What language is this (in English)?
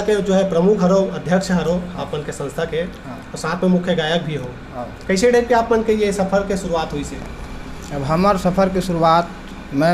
Chhattisgarhi